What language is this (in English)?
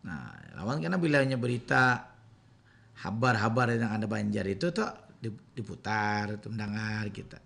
Banjar